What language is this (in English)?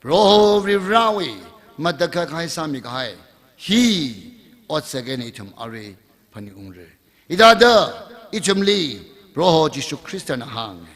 Tangkhul Naga (India)